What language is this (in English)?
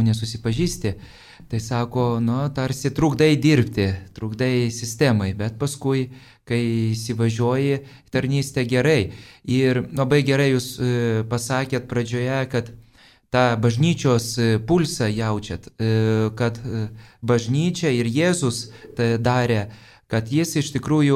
Lithuanian